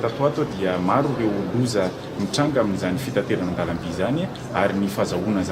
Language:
Malagasy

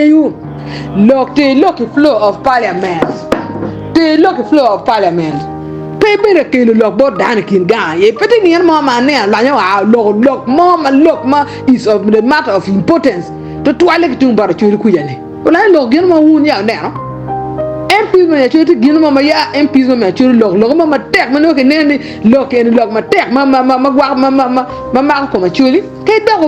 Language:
Acoli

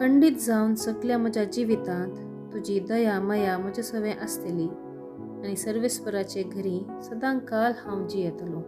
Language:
Konkani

